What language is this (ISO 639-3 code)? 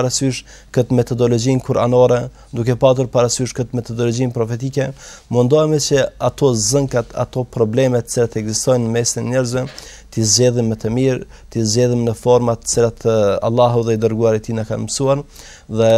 sqi